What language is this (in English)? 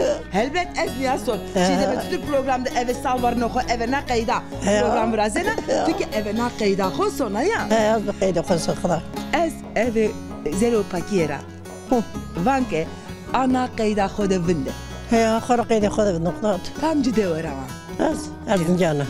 Zaza